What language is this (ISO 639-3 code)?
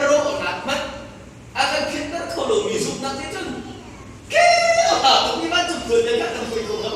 cnh